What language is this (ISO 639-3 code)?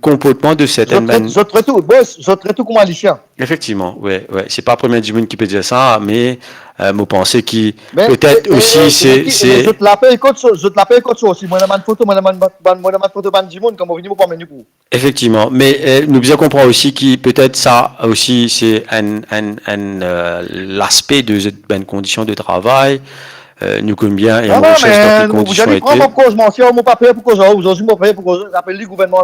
mfe